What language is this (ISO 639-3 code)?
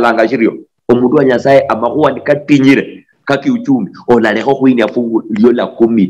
luy